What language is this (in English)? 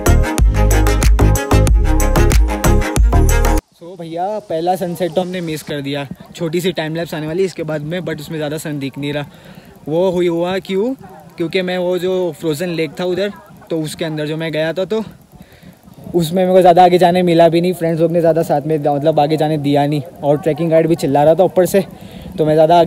Hindi